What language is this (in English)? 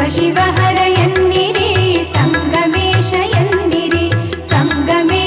Kannada